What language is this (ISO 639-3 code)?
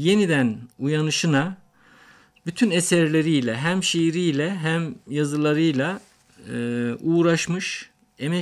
tur